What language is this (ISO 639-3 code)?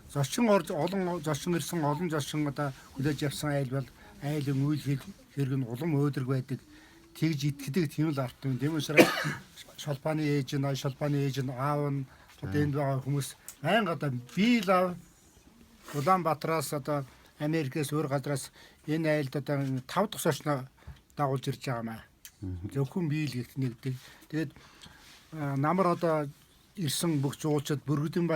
mon